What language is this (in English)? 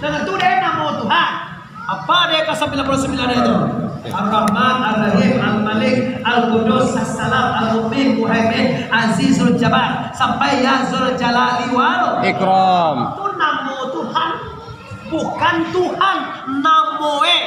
Minangkabau